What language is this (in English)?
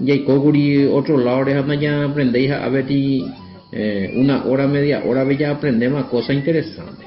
Guarani